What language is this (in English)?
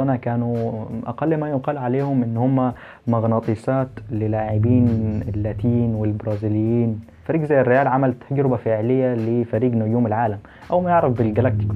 Egyptian Arabic